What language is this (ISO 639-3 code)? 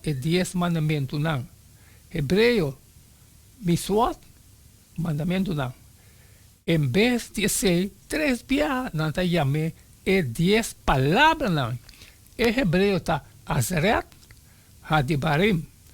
pap